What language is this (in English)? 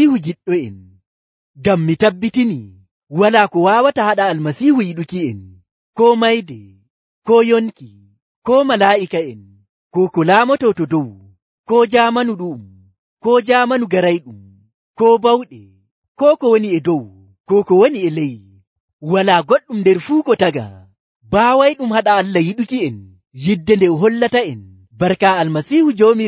Nigerian Fulfulde